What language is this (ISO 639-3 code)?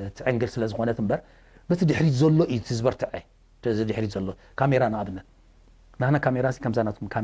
tir